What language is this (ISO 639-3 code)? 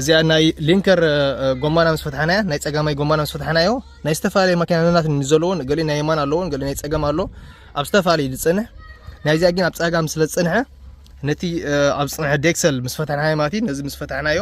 tir